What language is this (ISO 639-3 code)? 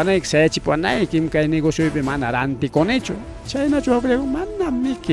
quy